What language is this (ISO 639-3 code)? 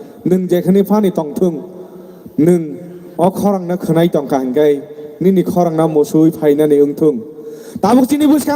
trp